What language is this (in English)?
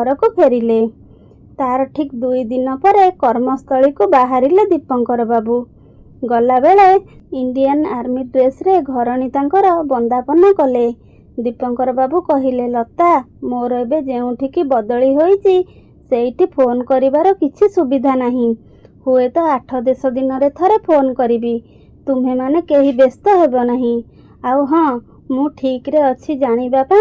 Odia